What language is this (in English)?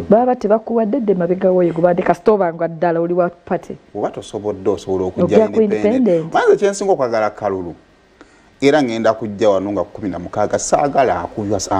Ganda